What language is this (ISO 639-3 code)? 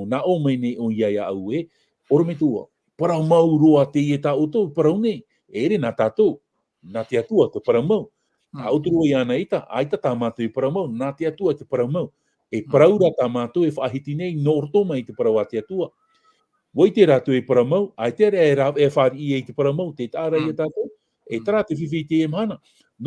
tah